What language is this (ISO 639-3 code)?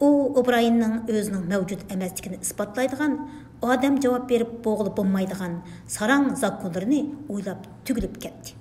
uig